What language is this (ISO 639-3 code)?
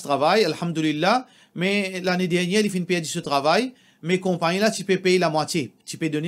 mfe